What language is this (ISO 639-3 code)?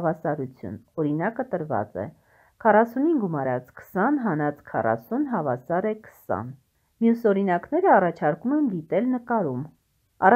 hye